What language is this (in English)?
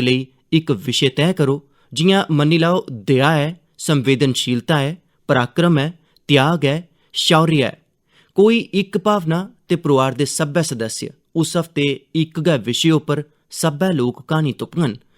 Dogri